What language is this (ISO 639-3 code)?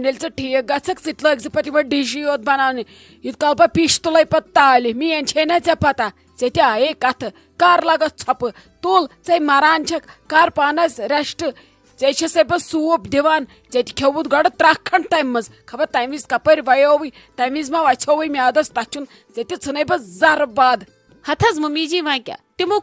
kas